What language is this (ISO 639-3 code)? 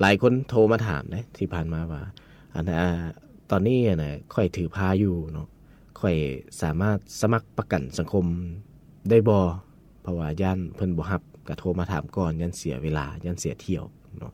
lao